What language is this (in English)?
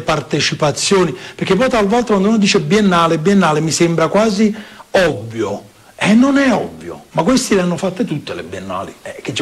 Italian